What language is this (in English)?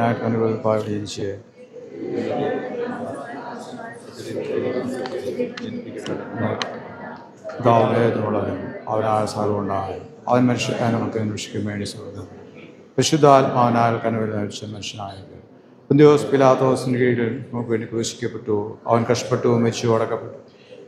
Malayalam